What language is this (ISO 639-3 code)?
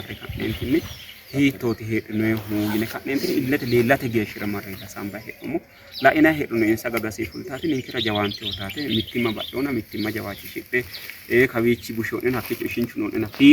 sid